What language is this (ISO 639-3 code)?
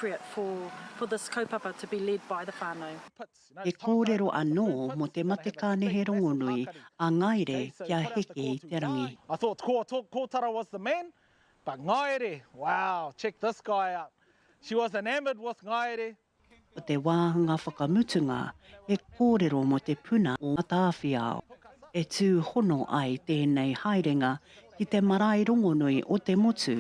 mri